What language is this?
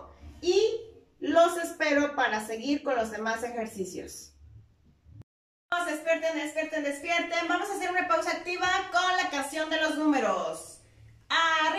Spanish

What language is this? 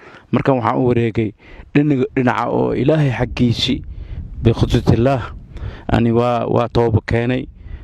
Somali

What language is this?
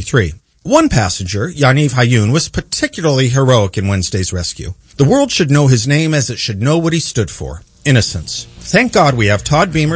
English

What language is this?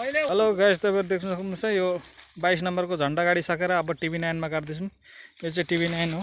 Nepali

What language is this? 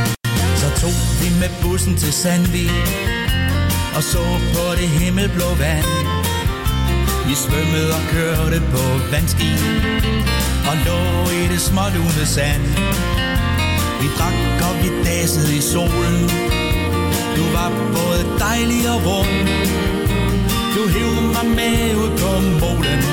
Danish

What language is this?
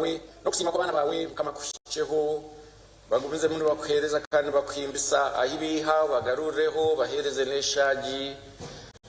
Nyankole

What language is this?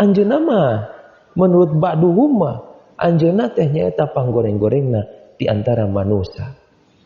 Sundanese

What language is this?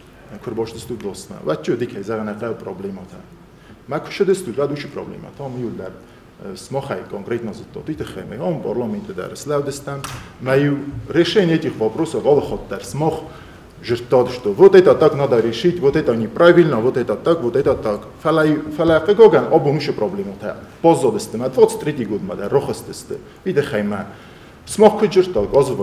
Ossetic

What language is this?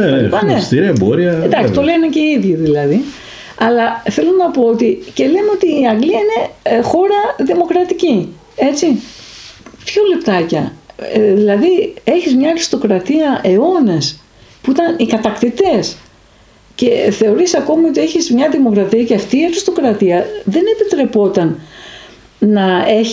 Greek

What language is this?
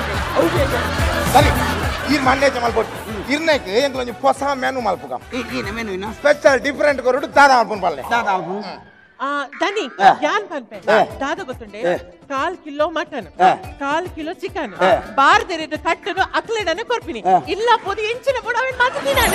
Tulu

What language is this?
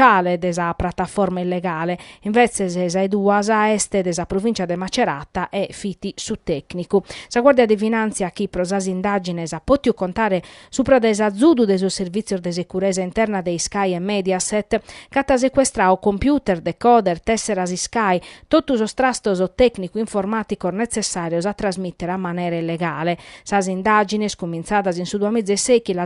Sardinian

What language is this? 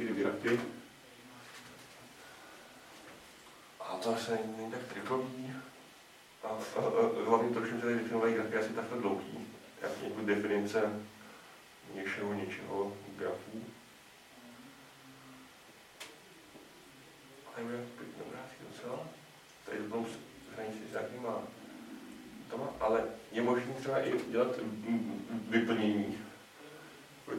Czech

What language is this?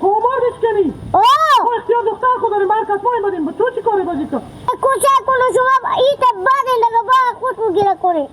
Hazaragi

